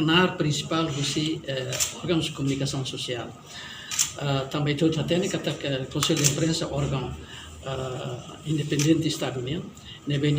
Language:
Tetum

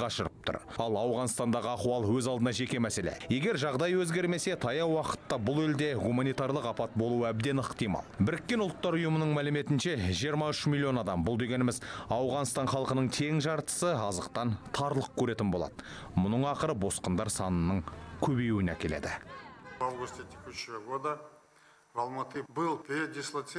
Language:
Kazakh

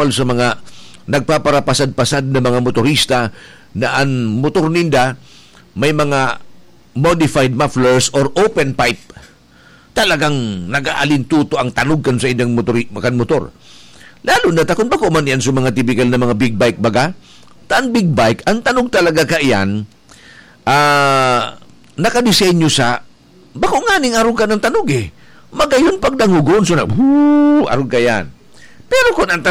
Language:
Bikol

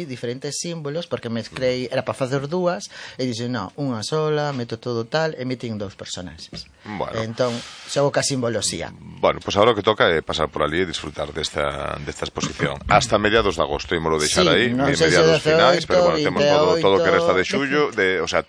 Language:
Galician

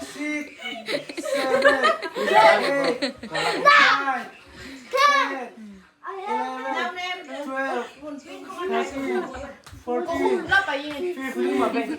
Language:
Tedim Chin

